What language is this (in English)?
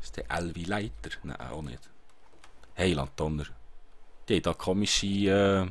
Swiss German